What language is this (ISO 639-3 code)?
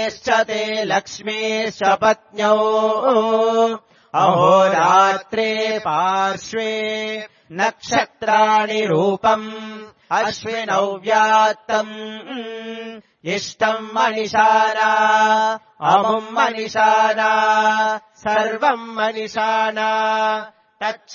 san